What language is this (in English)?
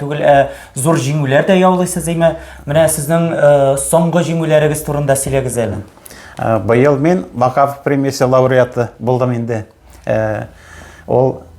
Tatar